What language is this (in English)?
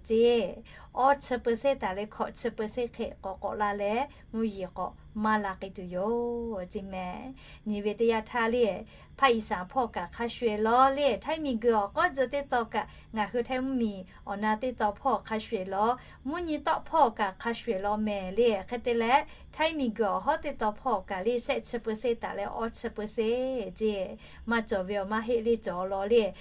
Lahu